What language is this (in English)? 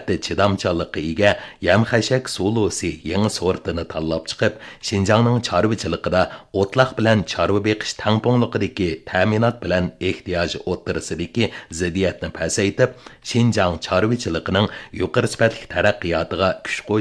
Uyghur